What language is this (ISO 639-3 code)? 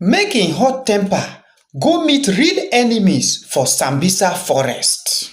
pcm